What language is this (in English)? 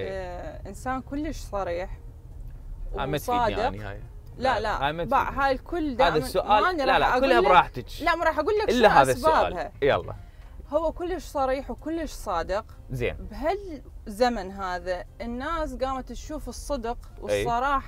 Mesopotamian Arabic